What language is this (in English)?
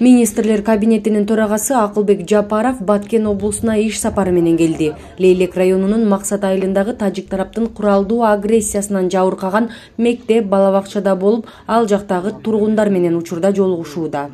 Kyrgyz